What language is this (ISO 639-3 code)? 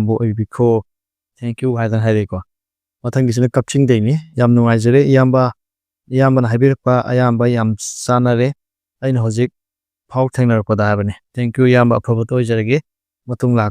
mni